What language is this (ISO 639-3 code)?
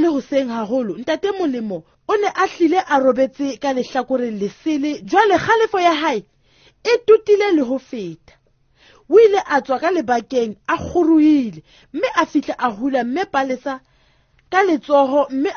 sot